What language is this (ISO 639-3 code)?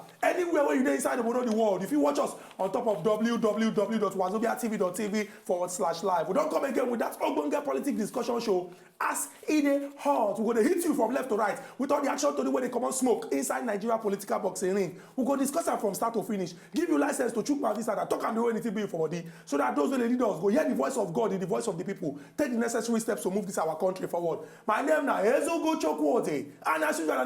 pcm